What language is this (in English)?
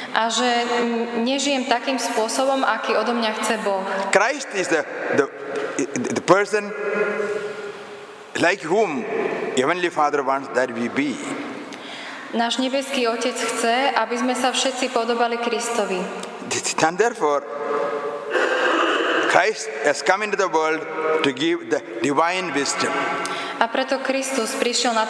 Slovak